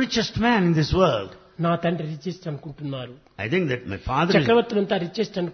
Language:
Telugu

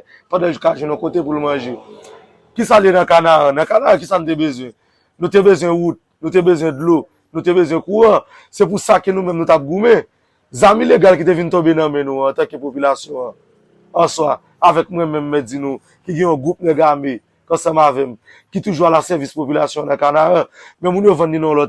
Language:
Haitian Creole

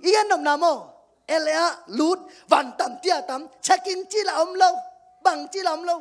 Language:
Tedim Chin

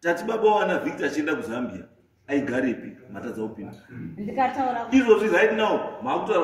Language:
Shona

